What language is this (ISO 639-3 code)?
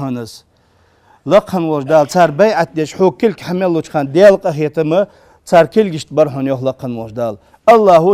inh